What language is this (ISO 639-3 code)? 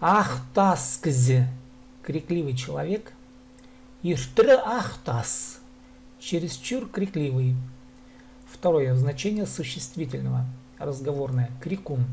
kjh